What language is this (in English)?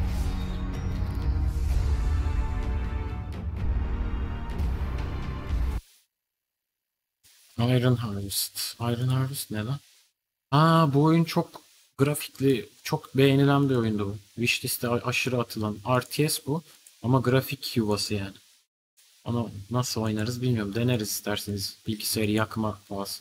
Turkish